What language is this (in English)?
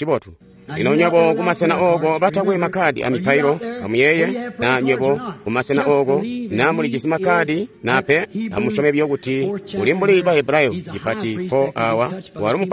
Tonga (Zambia)